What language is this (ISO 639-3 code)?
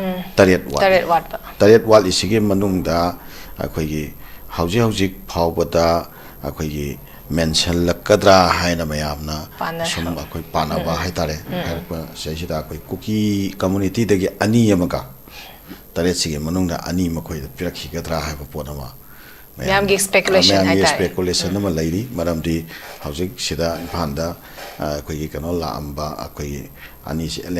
mni